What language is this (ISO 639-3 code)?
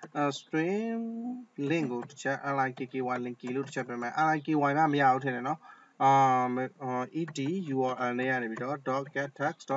mya